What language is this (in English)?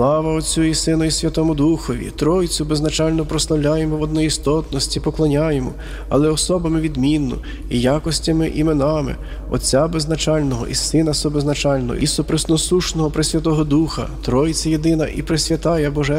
Ukrainian